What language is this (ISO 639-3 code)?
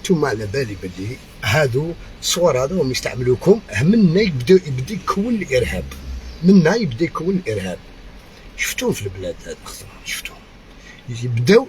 arq